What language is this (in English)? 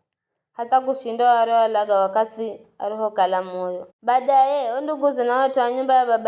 Giryama